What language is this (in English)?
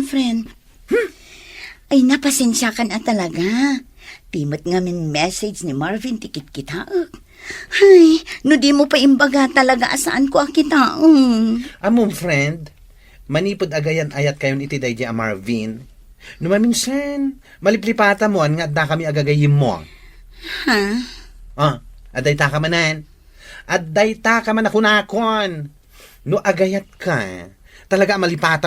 Iloko